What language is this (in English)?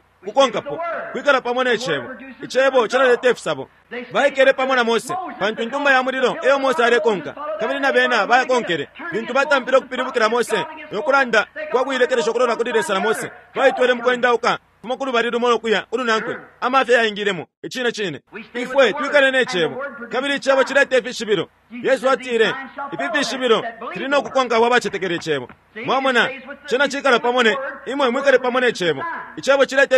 Bemba